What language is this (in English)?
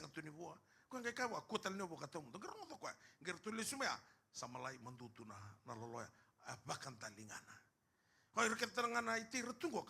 Fijian